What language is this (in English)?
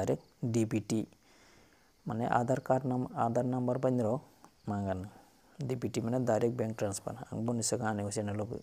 Kok Borok